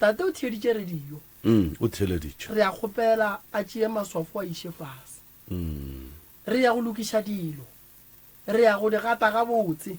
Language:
Northern Sotho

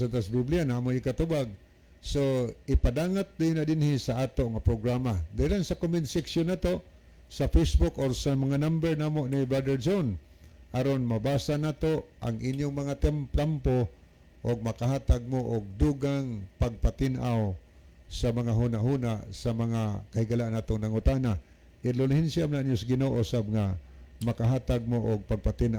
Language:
Cebuano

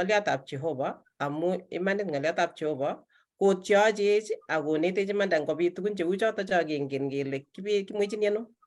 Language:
Kalenjin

